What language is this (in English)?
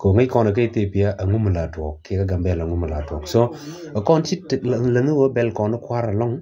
Nuer